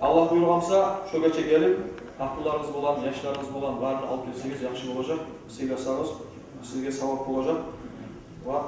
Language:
Kumyk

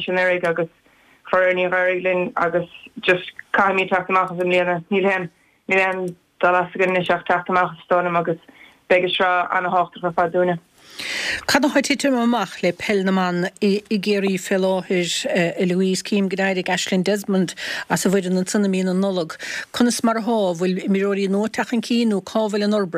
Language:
Irish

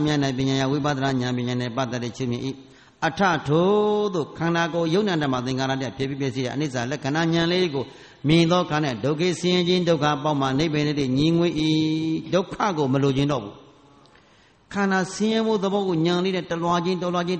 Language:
Burmese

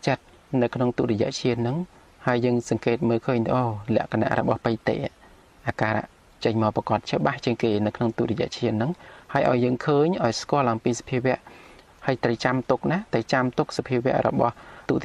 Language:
Khmer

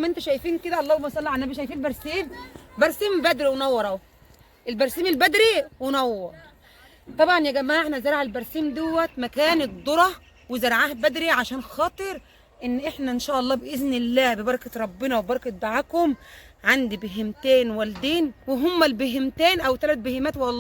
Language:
Egyptian Arabic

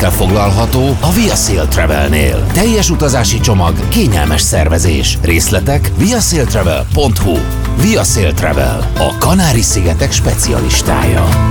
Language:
Hungarian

